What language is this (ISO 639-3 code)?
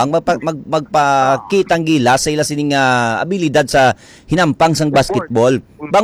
hil